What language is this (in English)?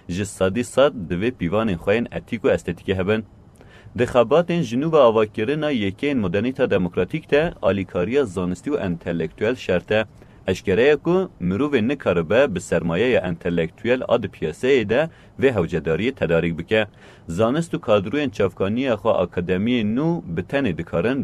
Kurdish